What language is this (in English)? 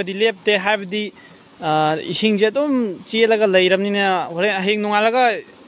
Manipuri